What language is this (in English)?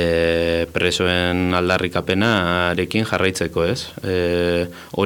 Basque